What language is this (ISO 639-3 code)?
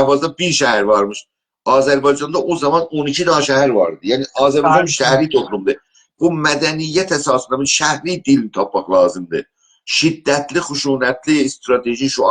azb